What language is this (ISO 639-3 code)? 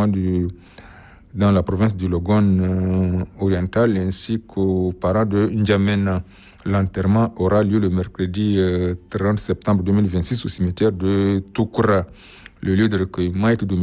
fra